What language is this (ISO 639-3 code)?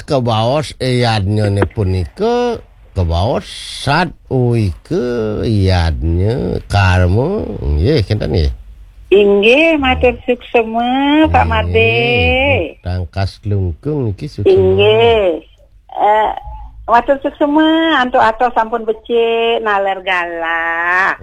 ban